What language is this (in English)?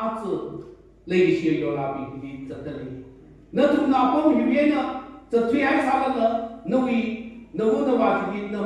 Tangkhul Naga (India)